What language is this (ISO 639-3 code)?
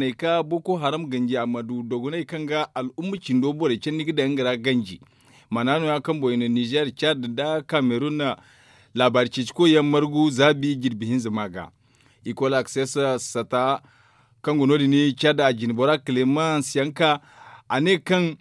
dje